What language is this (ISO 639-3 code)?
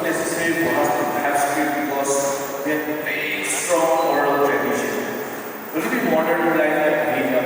nag